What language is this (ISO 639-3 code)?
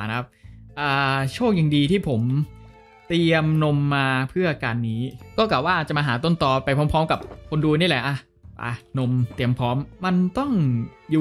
tha